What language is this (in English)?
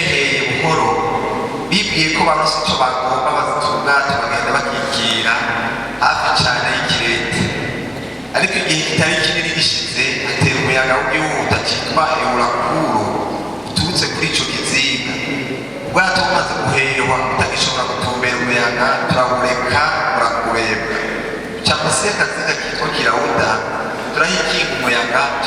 Rundi